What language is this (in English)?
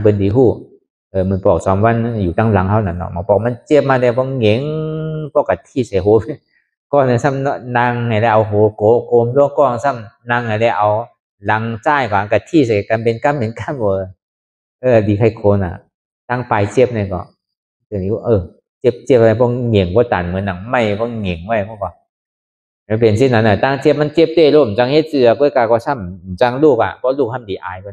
Shan